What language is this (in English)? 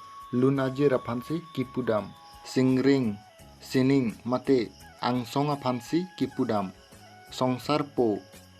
Karbi